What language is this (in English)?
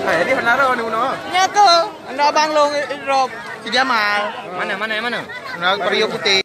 Achinese